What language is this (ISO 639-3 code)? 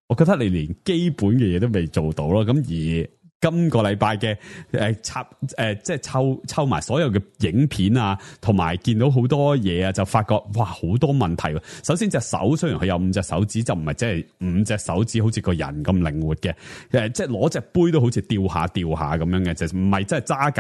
yue